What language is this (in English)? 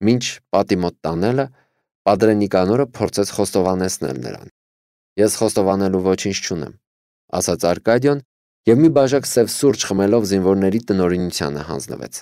Armenian